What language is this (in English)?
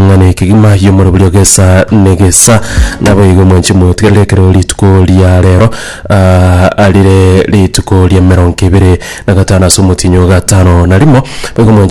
Gusii